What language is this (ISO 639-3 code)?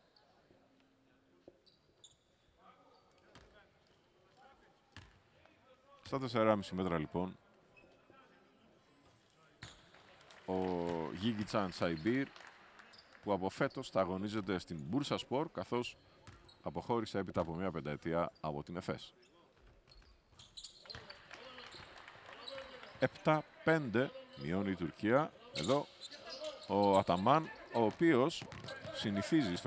ell